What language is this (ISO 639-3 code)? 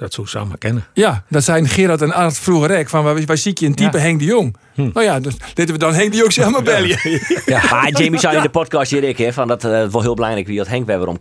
fry